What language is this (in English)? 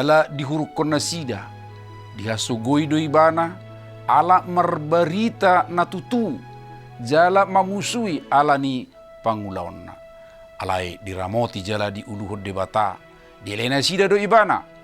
Batak Toba